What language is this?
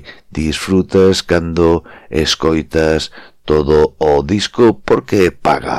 Galician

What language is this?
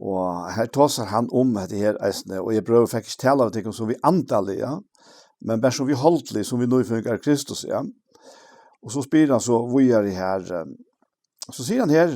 Faroese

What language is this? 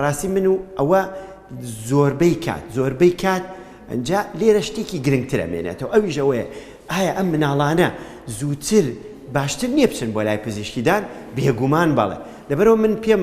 Central Kurdish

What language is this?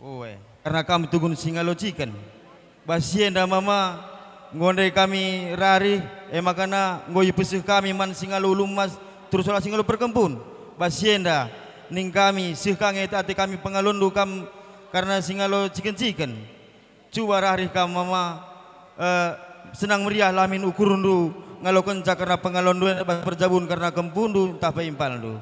Batak Karo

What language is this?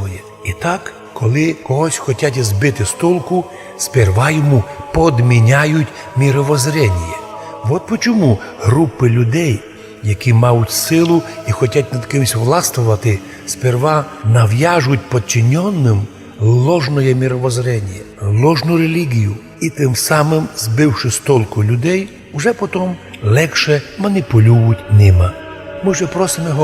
Rusyn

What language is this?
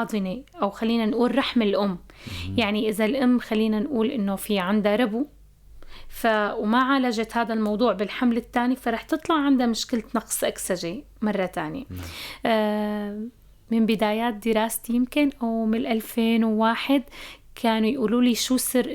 North Levantine Arabic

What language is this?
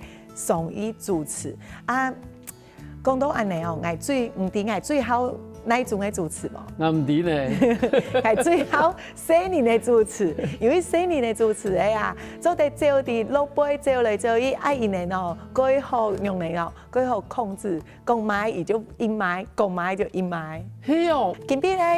Hakka Chinese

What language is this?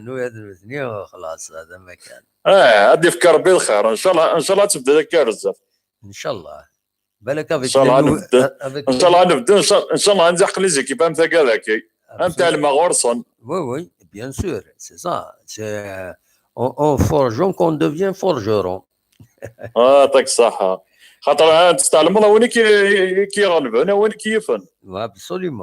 Kabyle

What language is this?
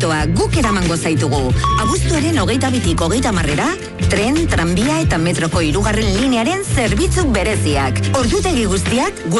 Basque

